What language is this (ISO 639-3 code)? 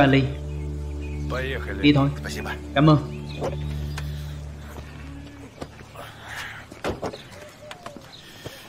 vie